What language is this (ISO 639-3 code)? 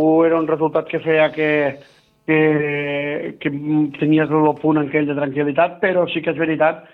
cat